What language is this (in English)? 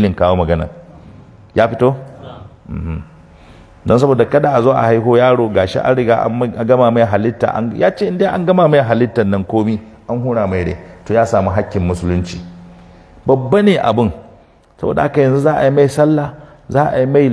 Hausa